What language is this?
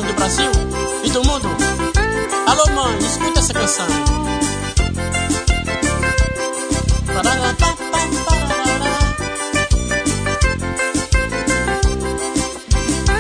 Portuguese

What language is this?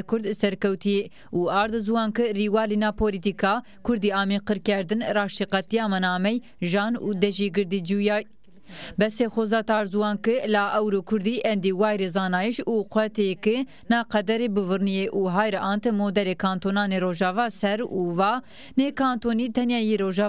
Zaza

